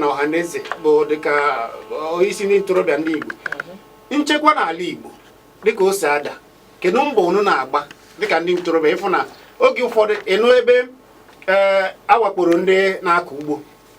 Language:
Igbo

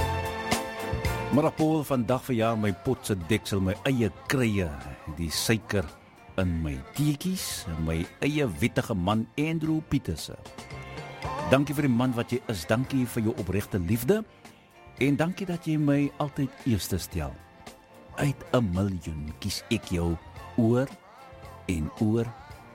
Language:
Afrikaans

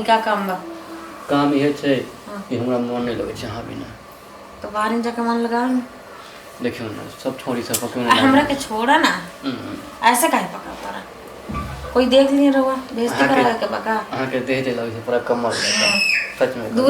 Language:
Maithili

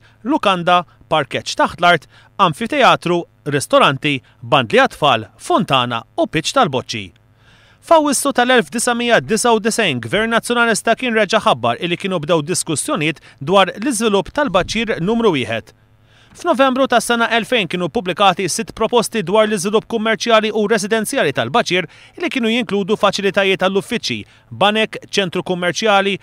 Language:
Maltese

